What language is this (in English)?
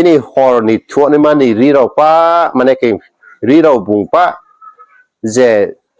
Riang (India)